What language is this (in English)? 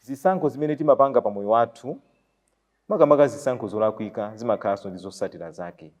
Nyanja